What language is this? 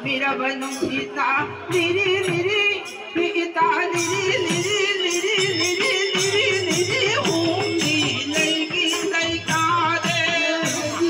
Manipuri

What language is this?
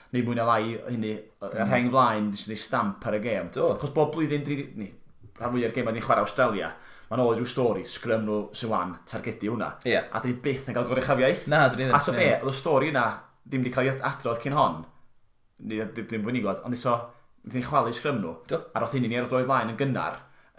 Welsh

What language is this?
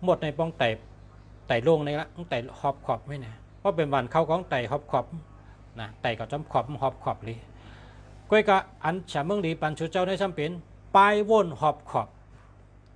Shan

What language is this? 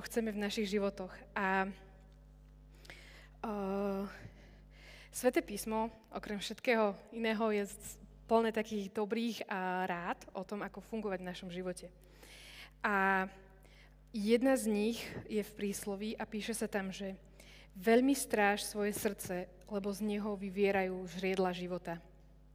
Slovak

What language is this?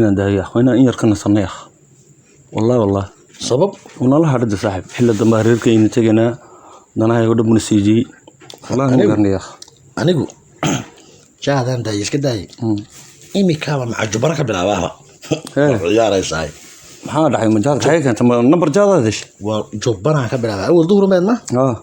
Somali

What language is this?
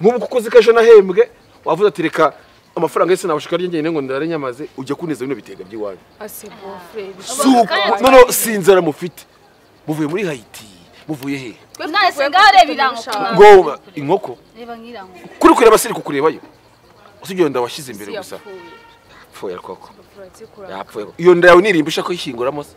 Kinyarwanda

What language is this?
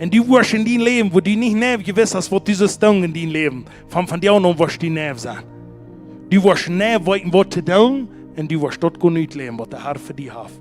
Plautdietsch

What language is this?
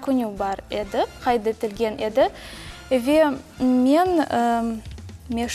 Crimean Tatar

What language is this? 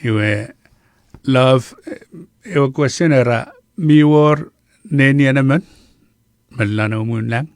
Chuukese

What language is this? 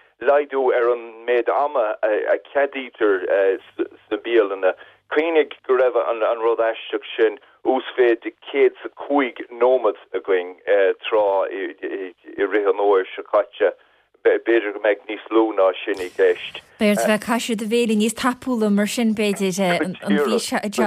Irish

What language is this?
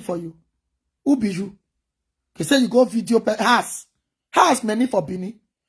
Nigerian Pidgin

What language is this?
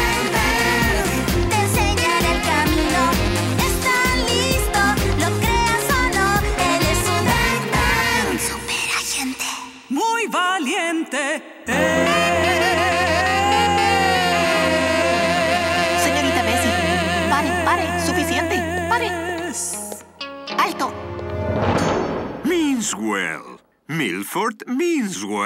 Spanish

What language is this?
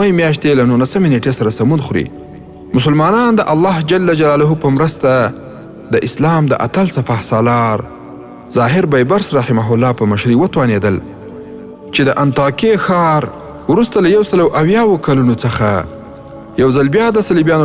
Pashto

